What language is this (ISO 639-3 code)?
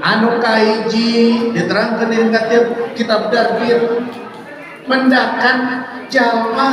sun